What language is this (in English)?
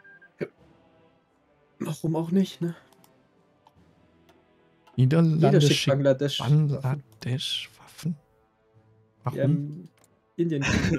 German